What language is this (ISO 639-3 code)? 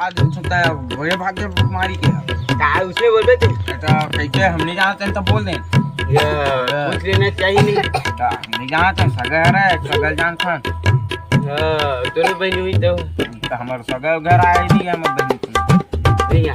hne